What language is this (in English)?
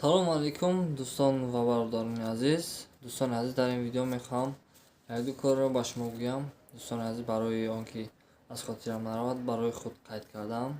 Tajik